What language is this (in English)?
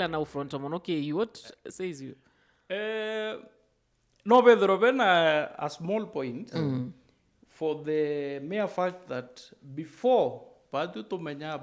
Meru